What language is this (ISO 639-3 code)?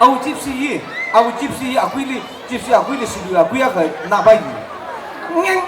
nmf